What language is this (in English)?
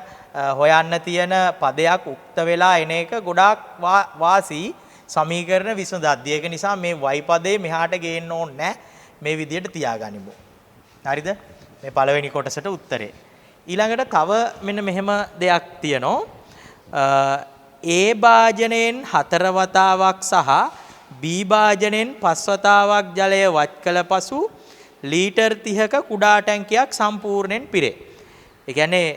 Sinhala